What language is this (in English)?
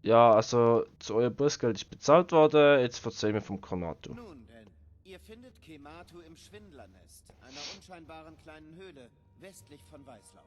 Swiss German